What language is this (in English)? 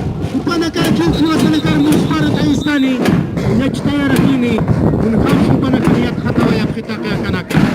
Aymara